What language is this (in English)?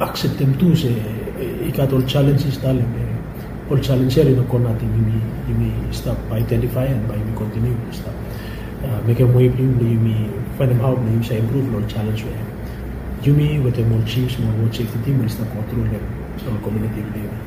Bislama